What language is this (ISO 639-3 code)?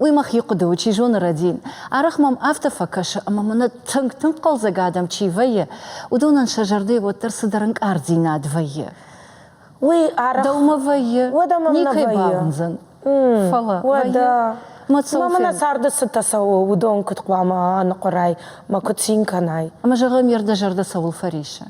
oss